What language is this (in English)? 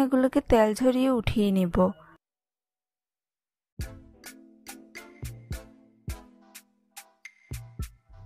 Bangla